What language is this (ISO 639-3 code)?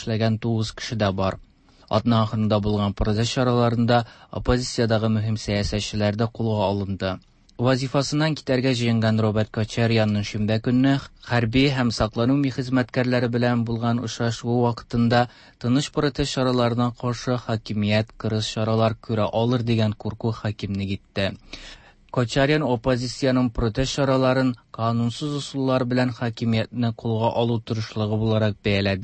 tat